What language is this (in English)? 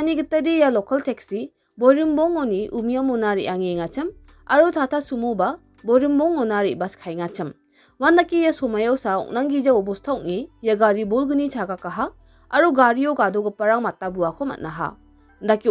Garo